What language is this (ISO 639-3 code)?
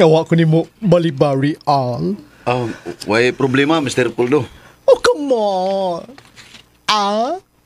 ceb